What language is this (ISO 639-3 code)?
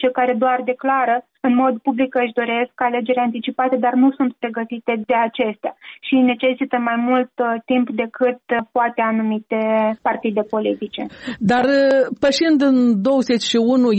ron